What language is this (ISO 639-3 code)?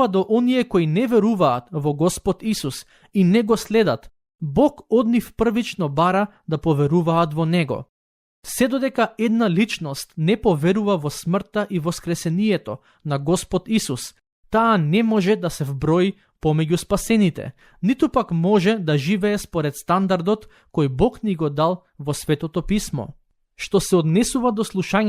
mkd